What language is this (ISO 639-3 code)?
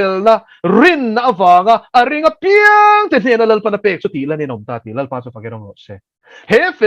lus